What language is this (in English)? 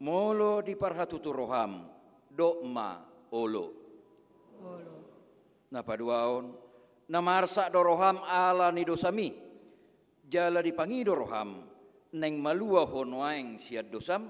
Batak Toba